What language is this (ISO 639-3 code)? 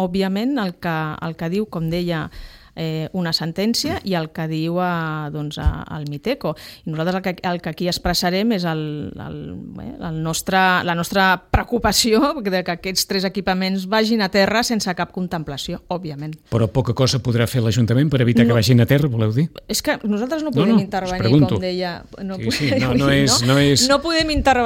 cat